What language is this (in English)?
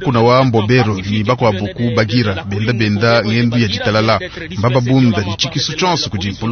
Luba-Lulua